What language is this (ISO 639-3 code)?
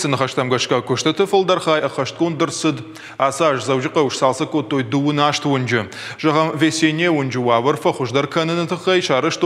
oss